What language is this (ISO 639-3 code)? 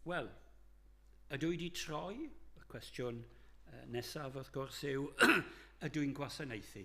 cym